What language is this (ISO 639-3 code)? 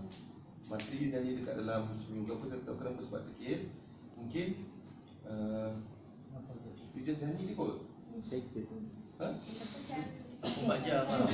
msa